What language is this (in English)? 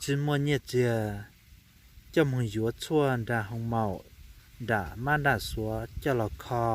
Hmong